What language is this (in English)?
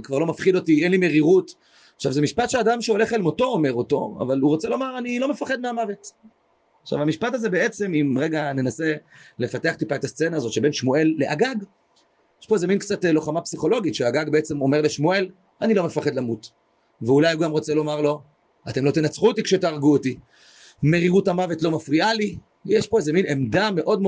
Hebrew